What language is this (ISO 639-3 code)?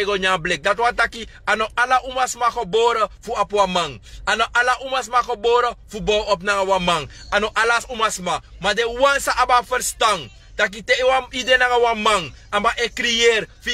srn